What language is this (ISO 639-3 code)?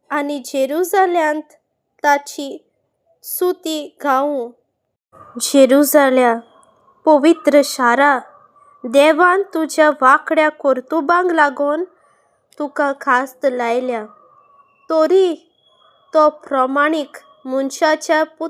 kok